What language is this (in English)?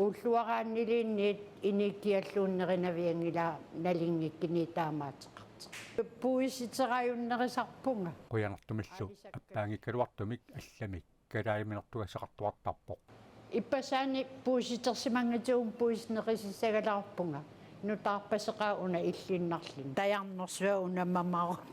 Kalaallisut